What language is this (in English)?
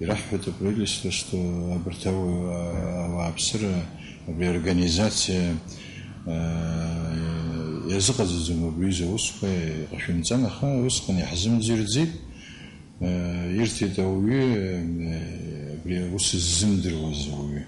Abkhazian